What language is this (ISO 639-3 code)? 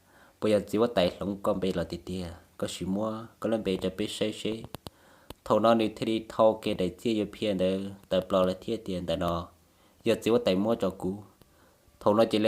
hmn